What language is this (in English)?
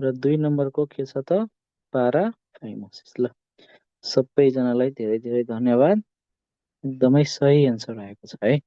Nepali